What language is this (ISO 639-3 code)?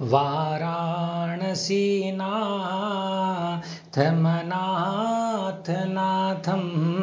san